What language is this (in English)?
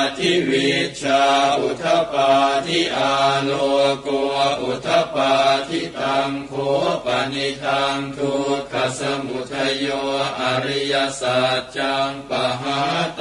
Pali